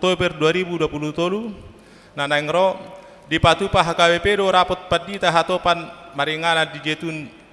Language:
Batak Toba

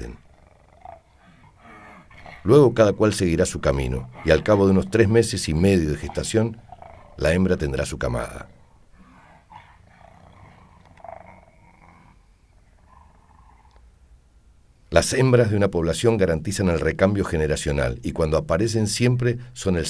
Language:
Spanish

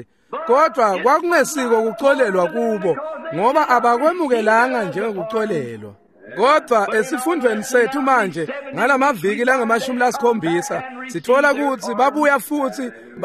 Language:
Swati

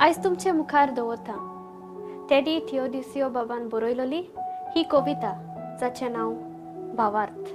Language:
Konkani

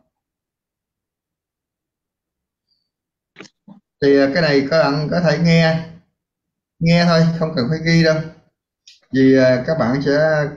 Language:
Vietnamese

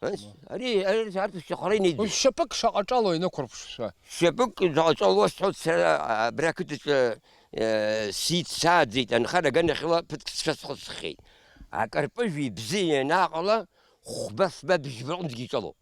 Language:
Abkhazian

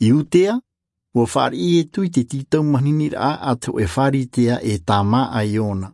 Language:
Tahitian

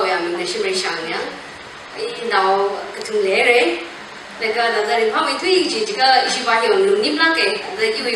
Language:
Tangkhul Naga (India)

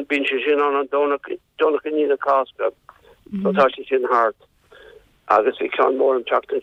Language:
Irish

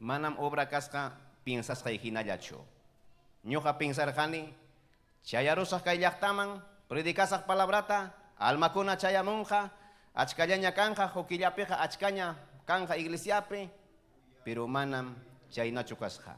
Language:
Ayacucho Quechua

